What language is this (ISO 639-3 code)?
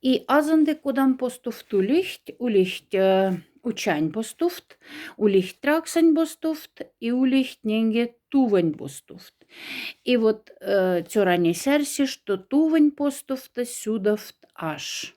mdf